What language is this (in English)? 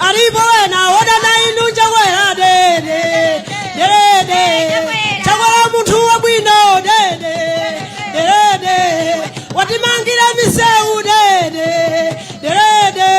Nyanja